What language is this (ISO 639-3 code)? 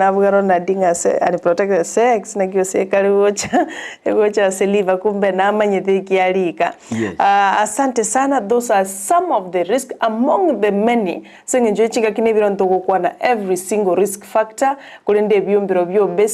guz